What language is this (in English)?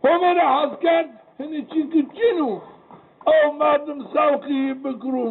Zaza